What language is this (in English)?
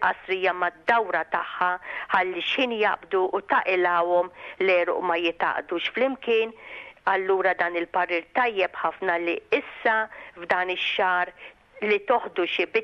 Maltese